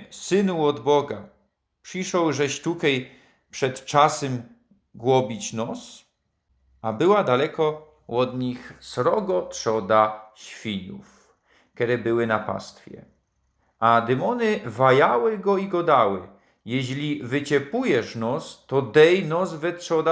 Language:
Silesian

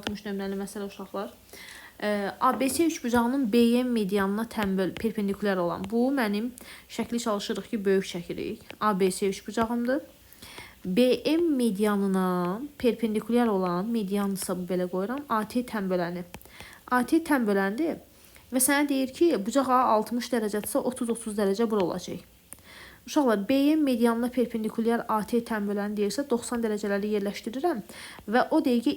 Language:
Azerbaijani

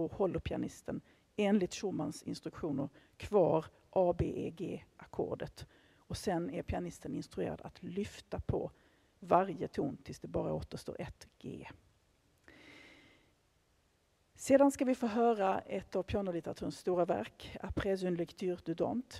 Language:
Swedish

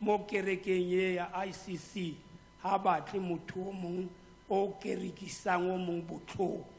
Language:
Tswana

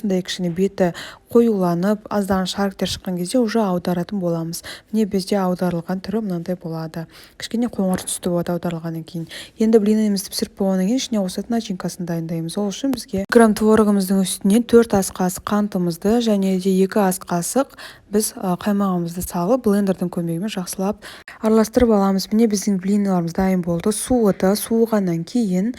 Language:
Kazakh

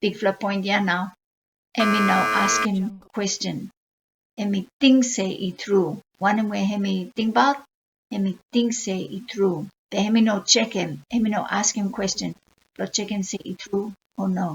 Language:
Bislama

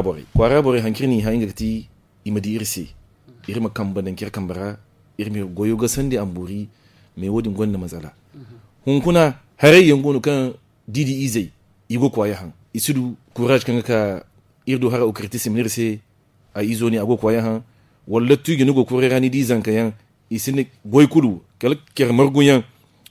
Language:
Zarma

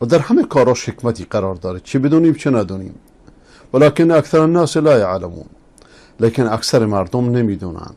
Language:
Persian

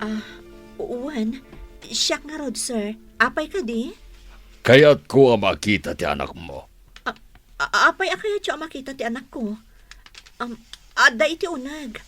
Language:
Iloko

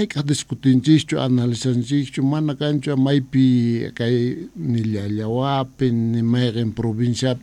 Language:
Quechua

